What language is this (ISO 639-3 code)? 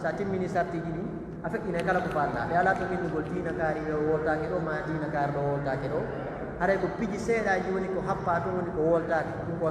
fuf